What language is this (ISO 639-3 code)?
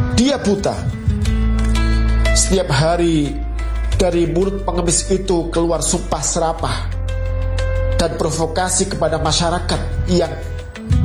ind